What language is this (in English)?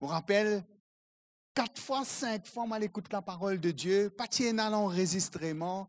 Morisyen